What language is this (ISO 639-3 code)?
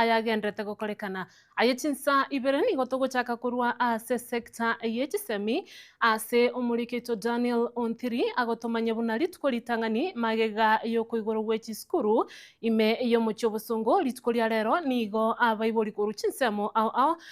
guz